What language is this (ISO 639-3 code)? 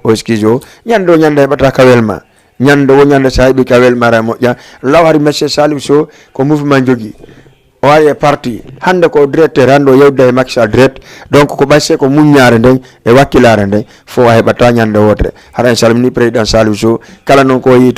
ful